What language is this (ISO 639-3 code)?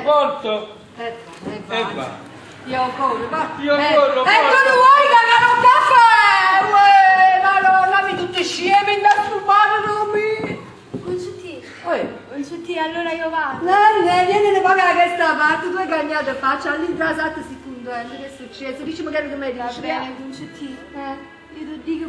nap